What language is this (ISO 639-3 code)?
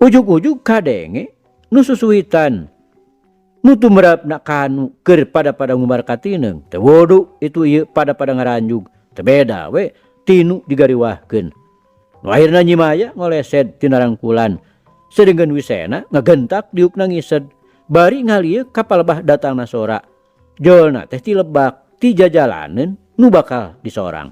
sun